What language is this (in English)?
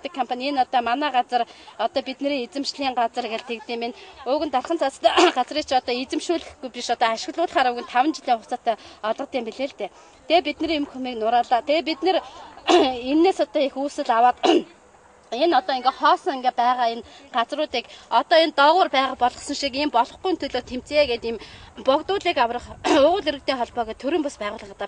Mongolian